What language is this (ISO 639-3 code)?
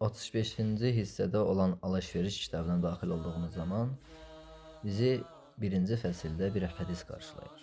aze